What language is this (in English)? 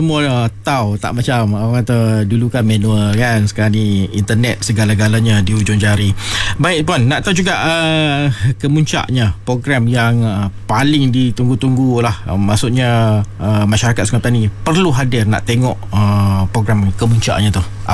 Malay